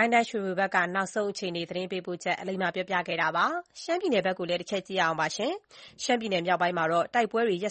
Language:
Burmese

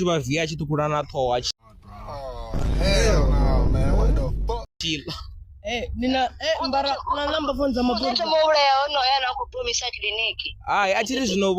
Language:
Venda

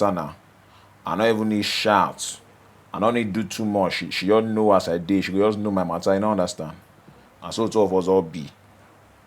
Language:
Nigerian Pidgin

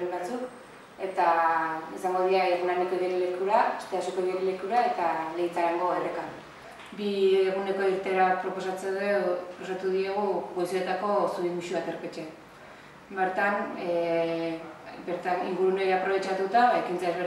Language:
Basque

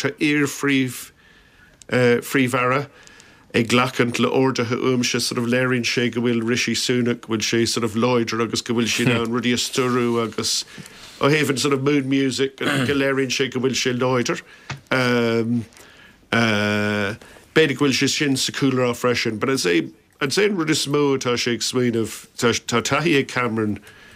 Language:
Irish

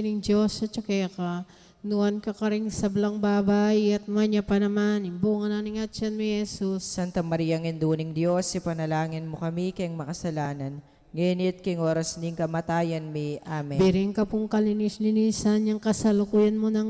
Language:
Pampanga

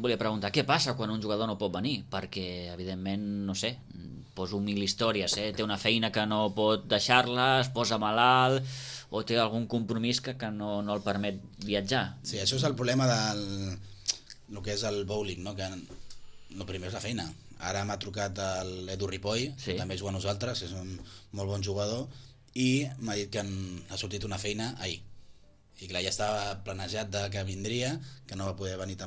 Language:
Catalan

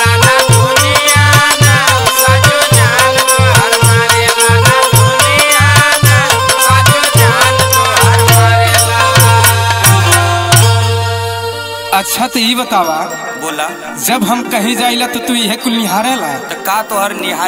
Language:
Bhojpuri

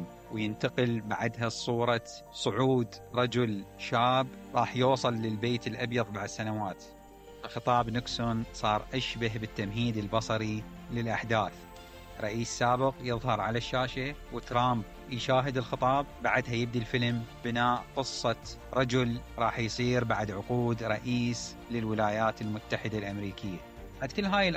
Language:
Mesopotamian Arabic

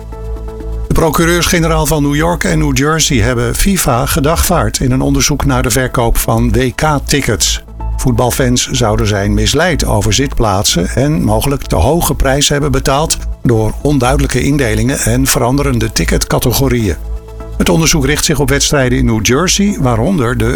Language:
Dutch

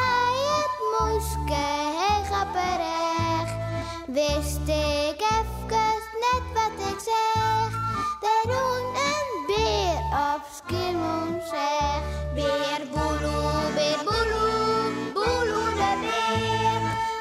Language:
Western Frisian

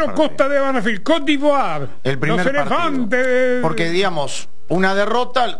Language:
Spanish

